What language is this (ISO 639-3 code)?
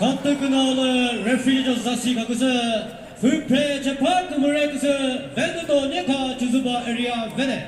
nri